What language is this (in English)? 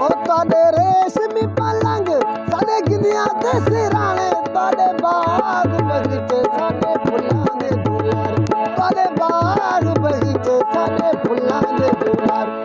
Saraiki